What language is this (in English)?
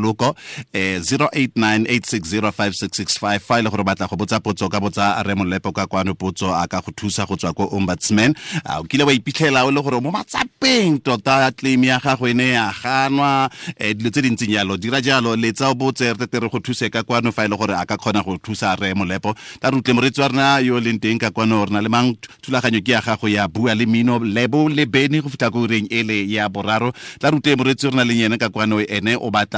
Tswana